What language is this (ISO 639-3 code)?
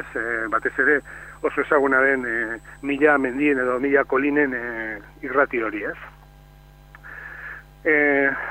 eus